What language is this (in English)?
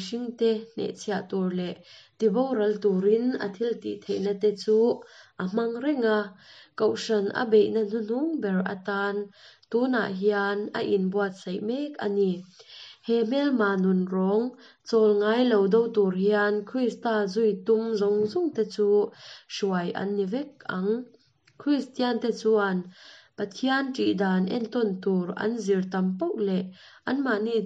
Mizo